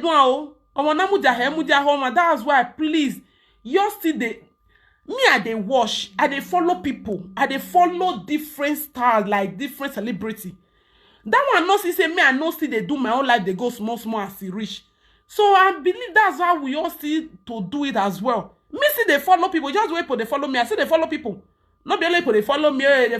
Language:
Nigerian Pidgin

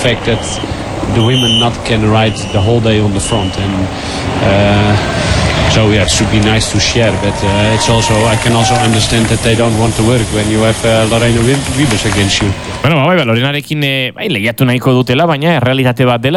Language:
Basque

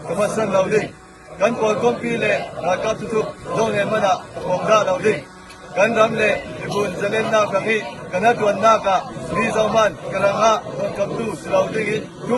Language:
Falam Chin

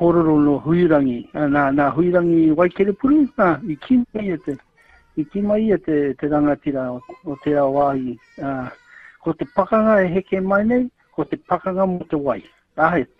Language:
Māori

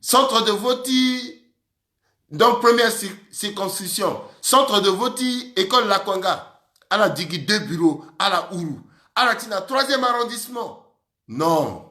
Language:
Sango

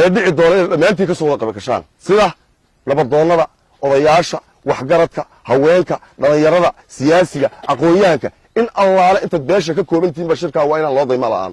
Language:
Somali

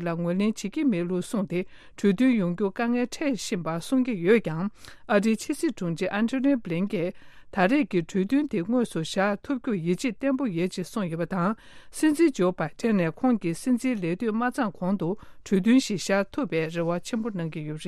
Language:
Tibetan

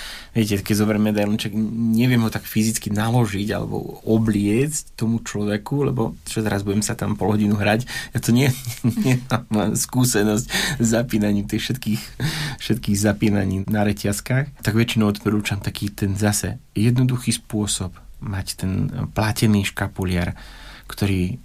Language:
Slovak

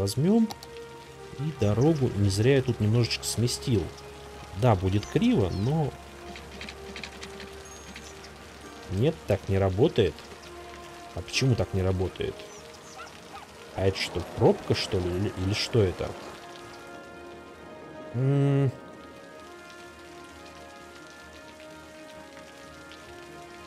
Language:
Russian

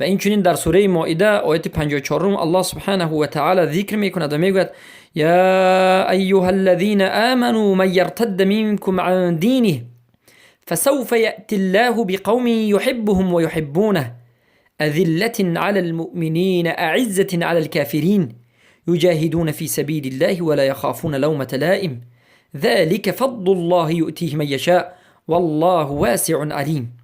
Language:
Persian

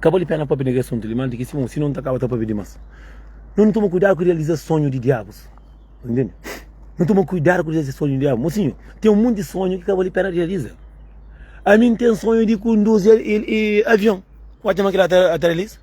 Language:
Kabuverdianu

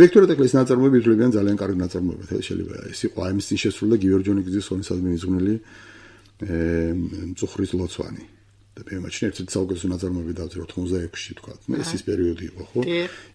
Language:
Georgian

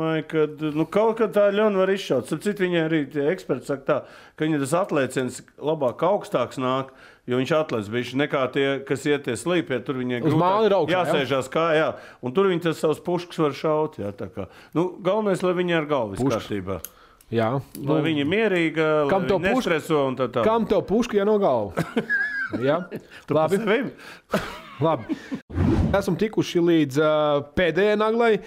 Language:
Latvian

